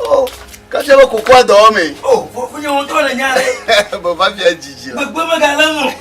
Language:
Ewe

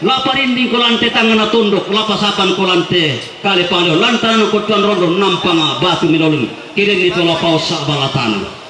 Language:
Toraja-Sa'dan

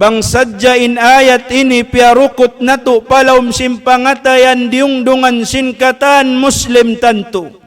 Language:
Tausug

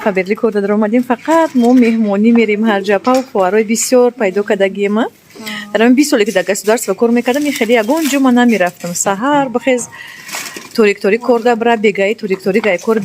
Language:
Tajik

